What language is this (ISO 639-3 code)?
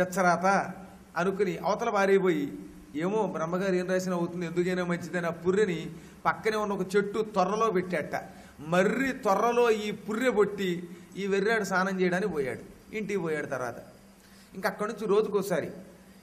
tel